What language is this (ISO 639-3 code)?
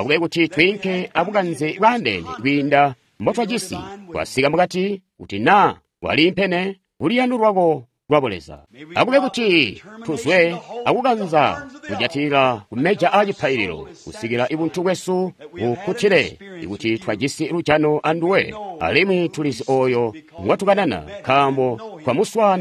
toi